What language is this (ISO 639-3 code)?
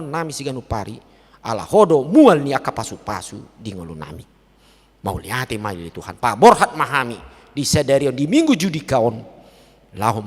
bbc